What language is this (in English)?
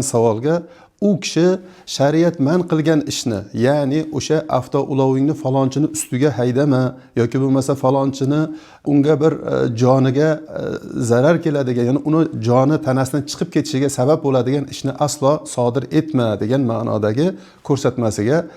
Uzbek